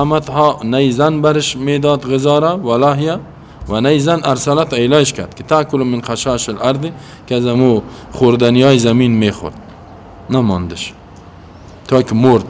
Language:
Persian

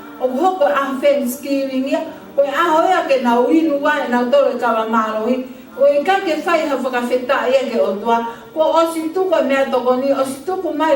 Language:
Tongan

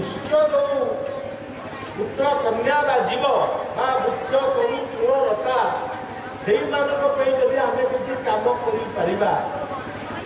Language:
Odia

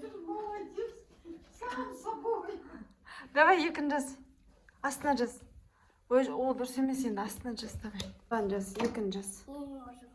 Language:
Kazakh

